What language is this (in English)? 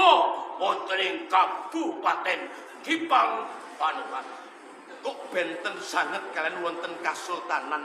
Javanese